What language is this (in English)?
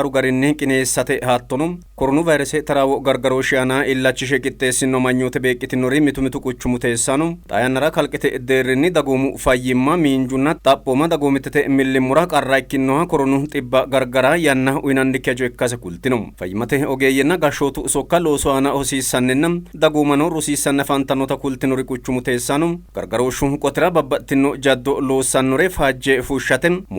Sidamo